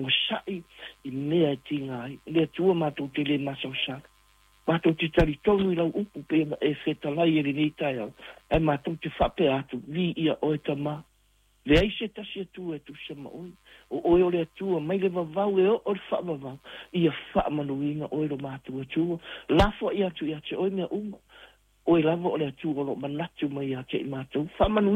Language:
Samoan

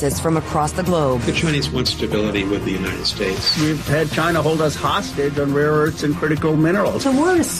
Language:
English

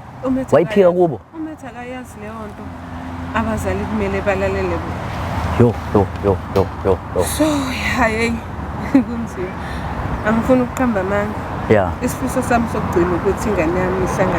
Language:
Zulu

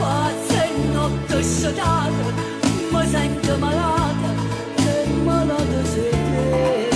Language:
Neapolitan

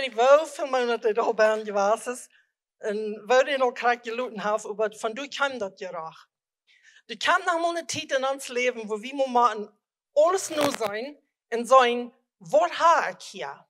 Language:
Plautdietsch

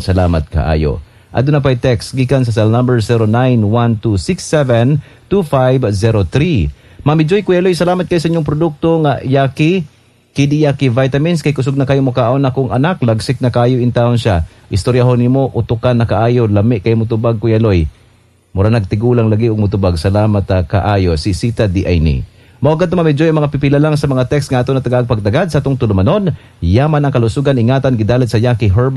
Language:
Cebuano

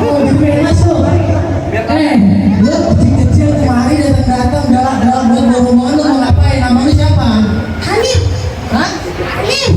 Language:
Betawi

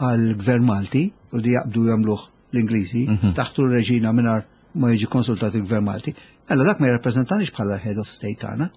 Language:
Maltese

